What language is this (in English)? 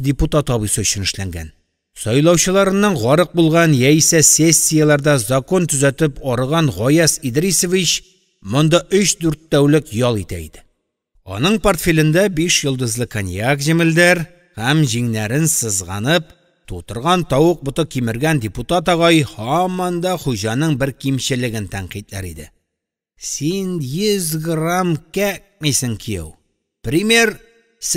Tatar